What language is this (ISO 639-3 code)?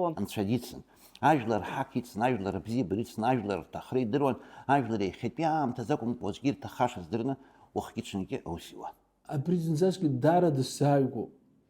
abk